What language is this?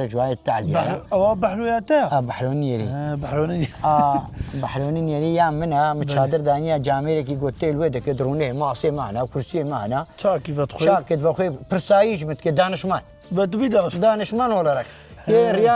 Kurdish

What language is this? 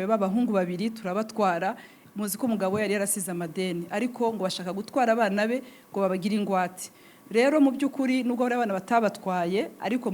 Kinyarwanda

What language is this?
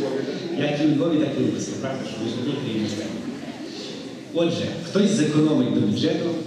Ukrainian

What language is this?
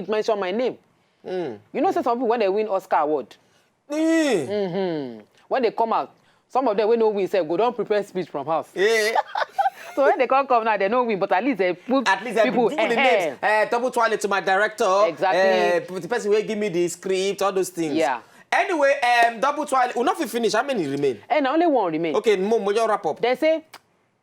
Nigerian Pidgin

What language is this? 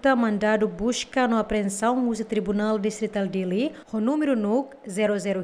Tetum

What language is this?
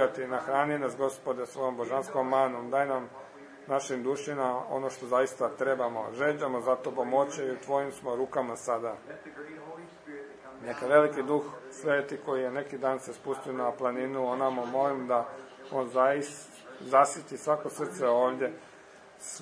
Croatian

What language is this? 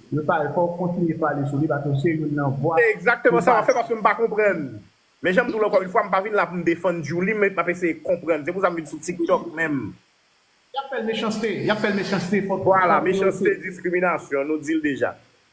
Haitian Creole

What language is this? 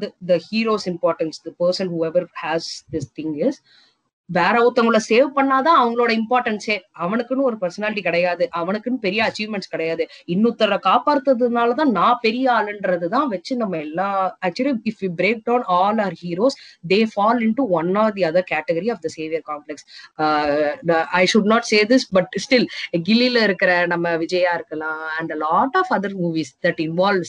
Tamil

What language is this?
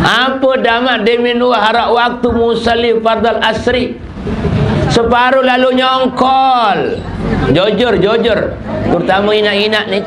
Sasak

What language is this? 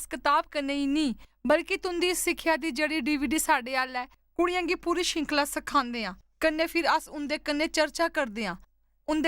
Dogri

